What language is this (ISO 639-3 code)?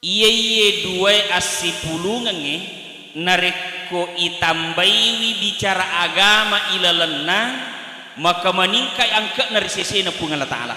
bug